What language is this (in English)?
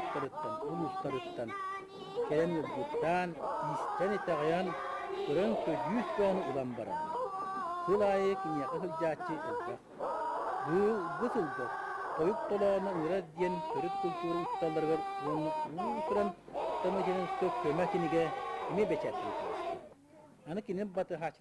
Yakut